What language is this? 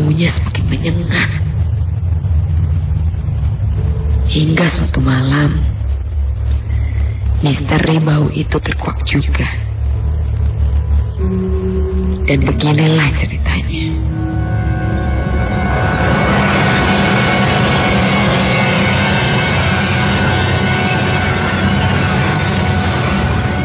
Indonesian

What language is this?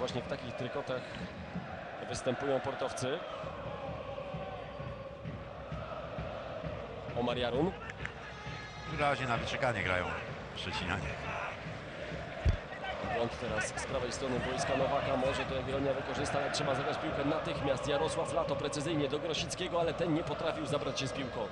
Polish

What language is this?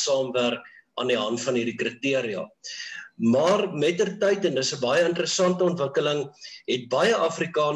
Afrikaans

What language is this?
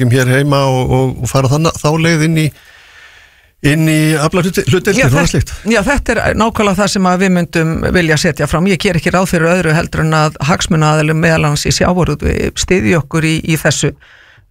Icelandic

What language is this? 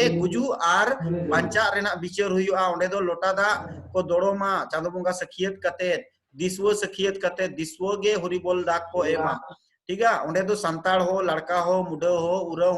Santali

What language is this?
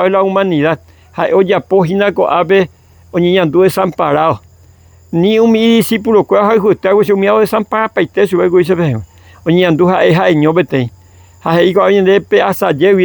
Guarani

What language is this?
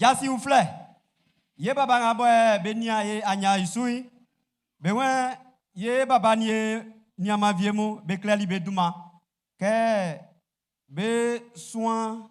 Baoulé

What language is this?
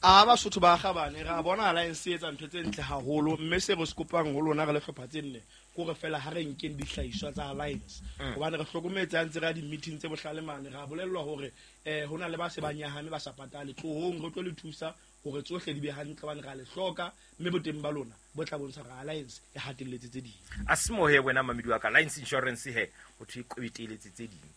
Southern Sotho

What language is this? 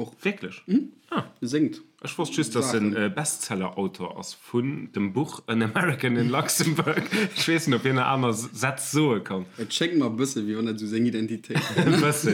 Luxembourgish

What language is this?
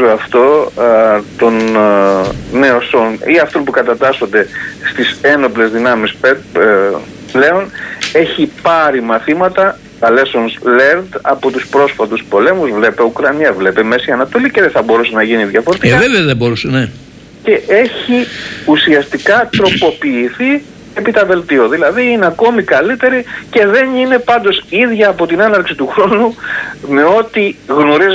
Greek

